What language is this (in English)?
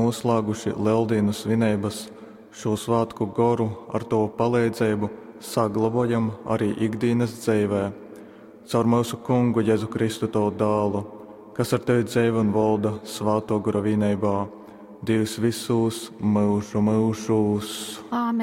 Latgalian